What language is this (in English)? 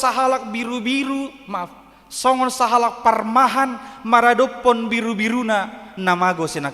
Batak Toba